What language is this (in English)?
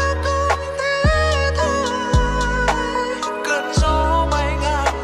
Vietnamese